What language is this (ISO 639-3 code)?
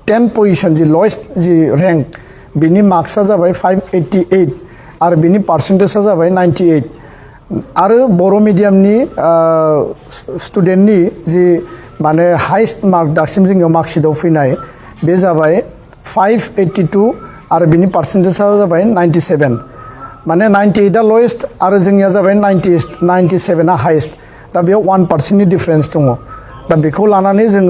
brx